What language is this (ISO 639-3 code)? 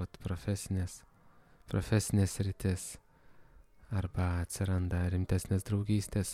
lit